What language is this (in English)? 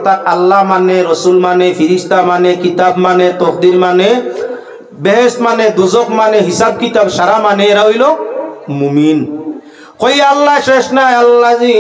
Sylheti